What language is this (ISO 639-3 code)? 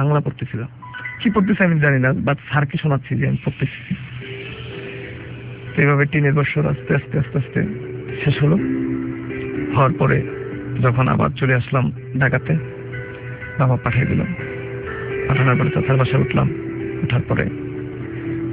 ben